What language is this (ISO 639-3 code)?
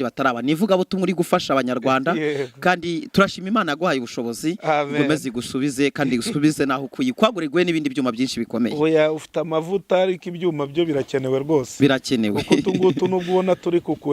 kin